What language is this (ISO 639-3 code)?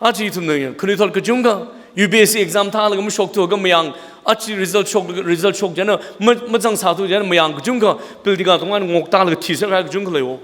nmf